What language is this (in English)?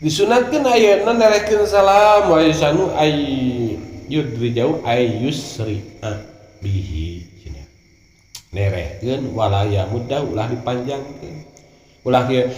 Sundanese